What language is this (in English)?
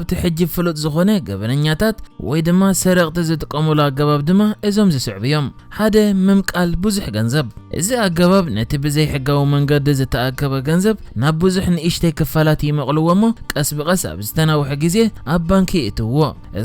Tigrinya